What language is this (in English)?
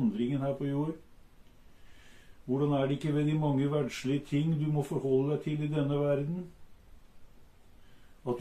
Norwegian